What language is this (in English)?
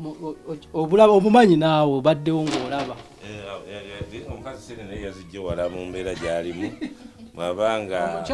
Ganda